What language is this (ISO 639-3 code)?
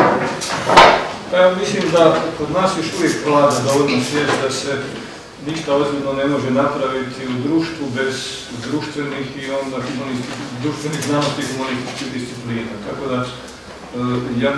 hrv